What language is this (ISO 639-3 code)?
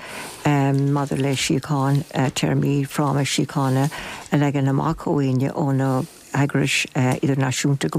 gle